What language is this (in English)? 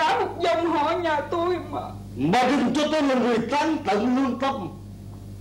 Vietnamese